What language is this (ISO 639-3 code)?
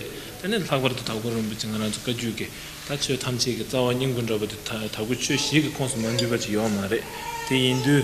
bod